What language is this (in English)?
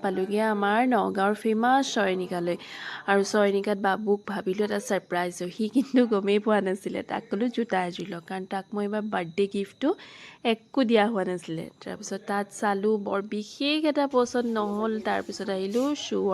Assamese